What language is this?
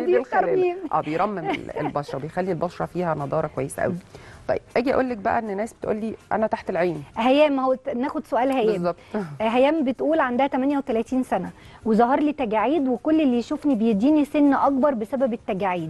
Egyptian Arabic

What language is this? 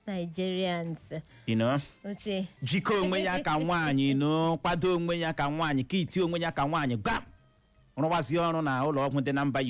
Igbo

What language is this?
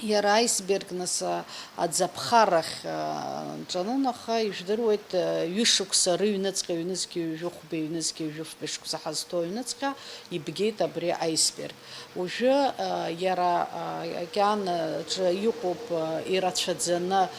Abkhazian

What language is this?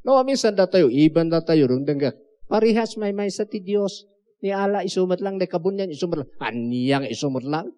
Iloko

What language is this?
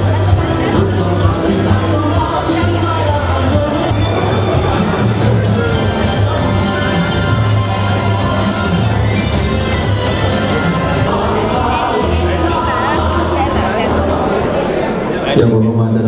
Malay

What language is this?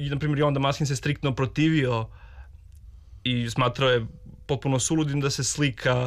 Serbian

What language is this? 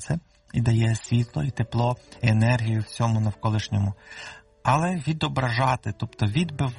Ukrainian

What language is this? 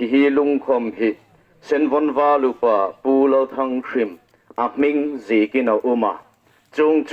Hmar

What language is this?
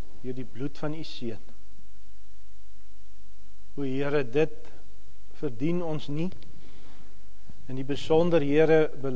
Afrikaans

